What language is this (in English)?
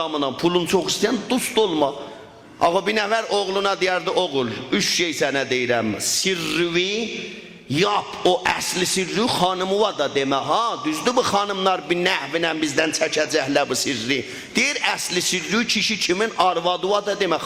South Azerbaijani